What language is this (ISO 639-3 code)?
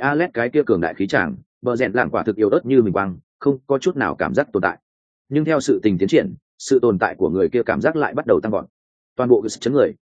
vie